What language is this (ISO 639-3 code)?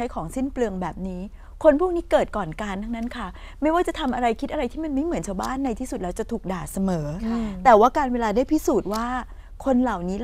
tha